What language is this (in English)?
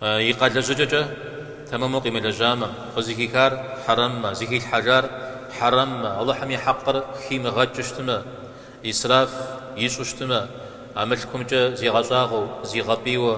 Kabardian